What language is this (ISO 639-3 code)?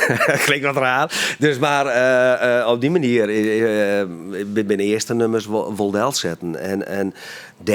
fry